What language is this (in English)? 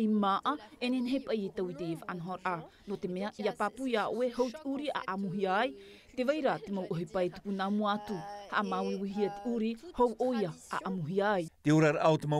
Tahitian